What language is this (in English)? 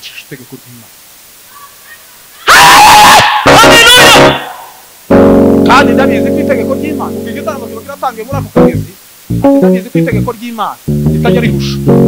Kinyarwanda